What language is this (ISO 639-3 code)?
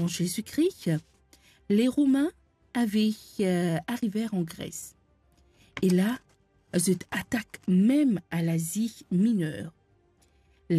mfe